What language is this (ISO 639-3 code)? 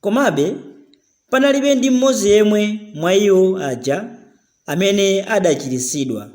nya